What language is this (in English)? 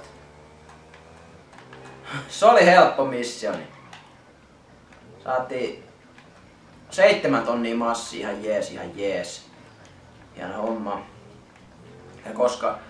Finnish